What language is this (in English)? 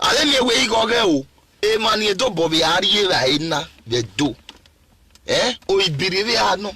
Nigerian Pidgin